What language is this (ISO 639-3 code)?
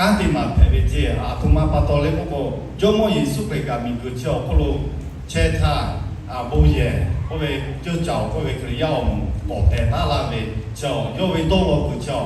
lhu